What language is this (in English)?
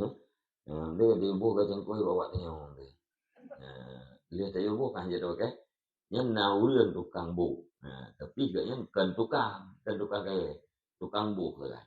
Achinese